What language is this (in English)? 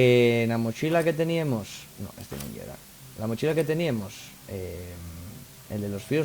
Asturian